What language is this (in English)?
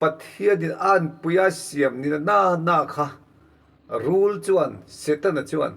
Mizo